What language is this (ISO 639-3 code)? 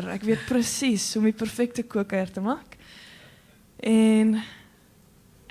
afr